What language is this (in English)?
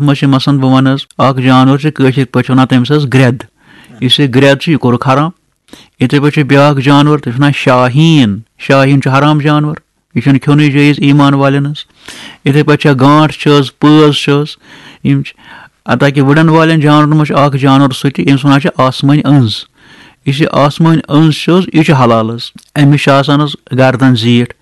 Kashmiri